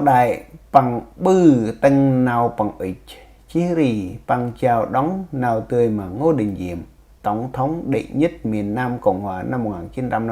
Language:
Central Mnong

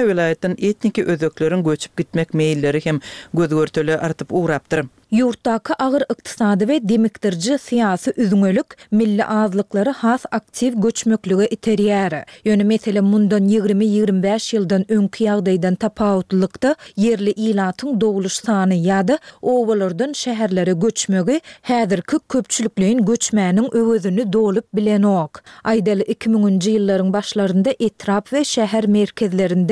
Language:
Turkmen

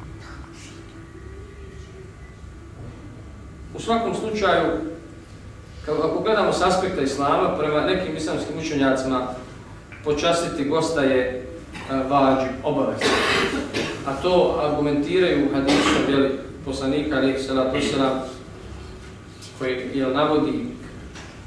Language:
Bosnian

